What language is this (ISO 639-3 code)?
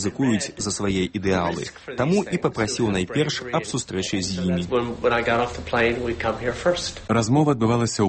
bel